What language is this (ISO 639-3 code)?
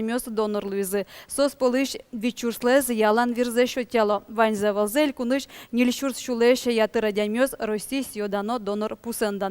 udm